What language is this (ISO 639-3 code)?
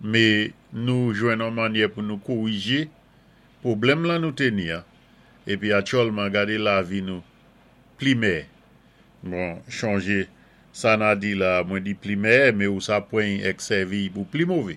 acf